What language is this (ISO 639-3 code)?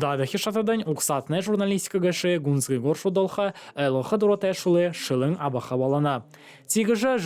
bua